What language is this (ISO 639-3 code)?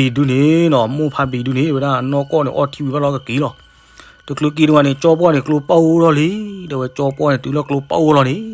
ksw